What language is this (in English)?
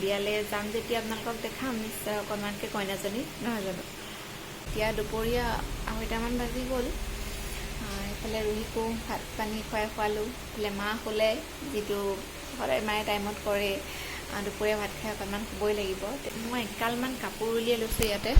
Assamese